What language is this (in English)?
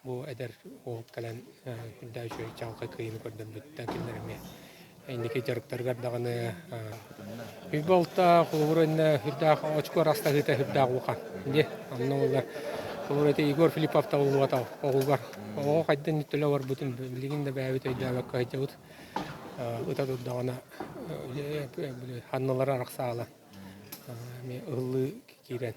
Yakut